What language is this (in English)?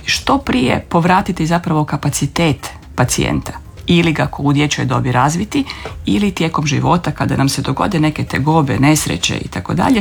Croatian